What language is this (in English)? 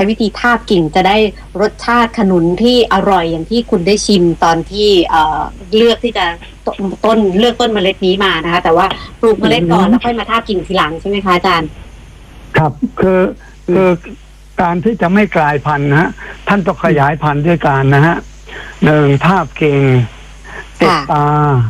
Thai